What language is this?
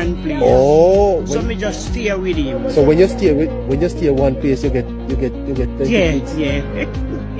Jamaican Creole English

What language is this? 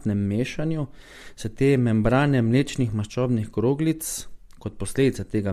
Slovenian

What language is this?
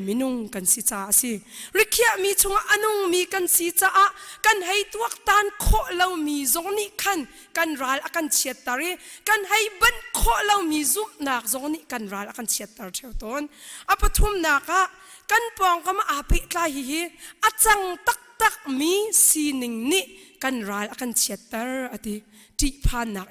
Hakha Chin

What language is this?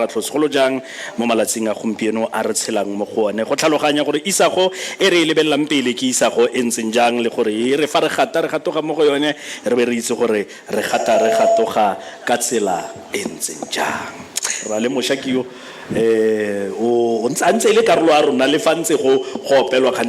Tswana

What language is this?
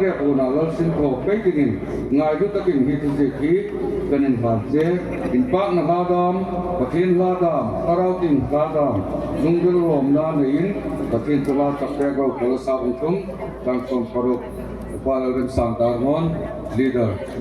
Hmar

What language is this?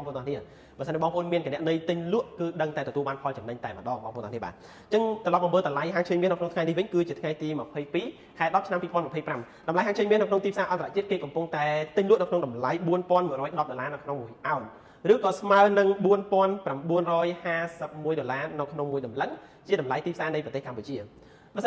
Khmer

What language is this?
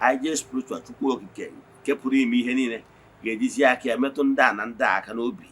Igbo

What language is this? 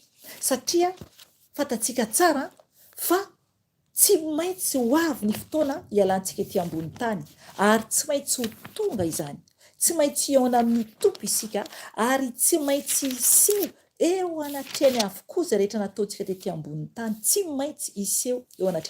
Malagasy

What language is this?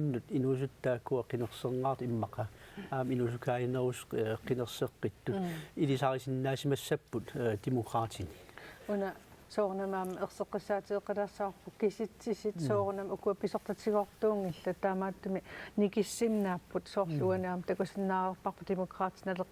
Kalaallisut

